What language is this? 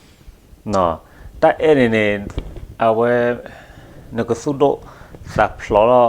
S'gaw Karen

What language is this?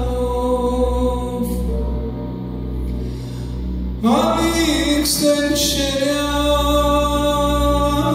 Greek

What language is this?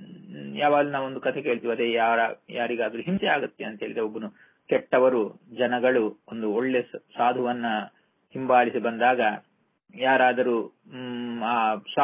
Kannada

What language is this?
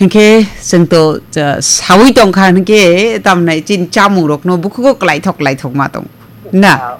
Kok Borok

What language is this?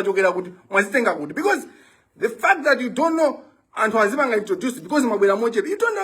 Nyanja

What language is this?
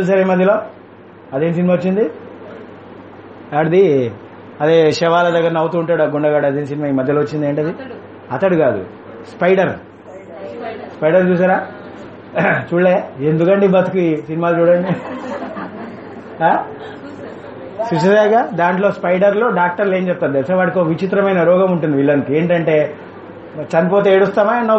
Telugu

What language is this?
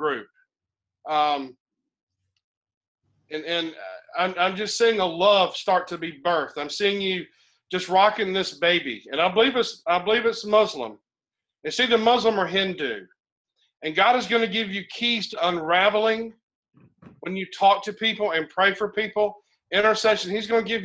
English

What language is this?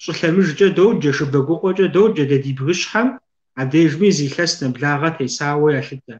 Kabardian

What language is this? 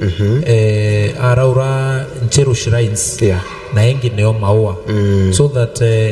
Meru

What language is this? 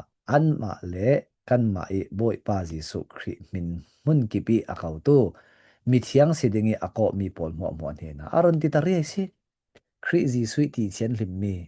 Falam Chin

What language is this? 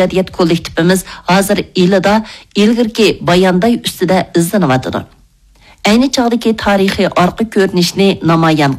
Uyghur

